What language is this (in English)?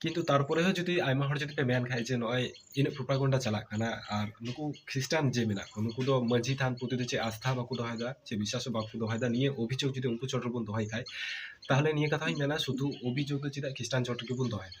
Santali